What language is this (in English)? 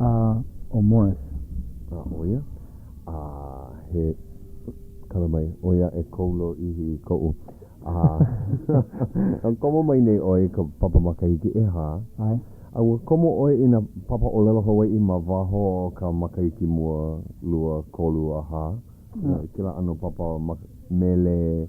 Hawaiian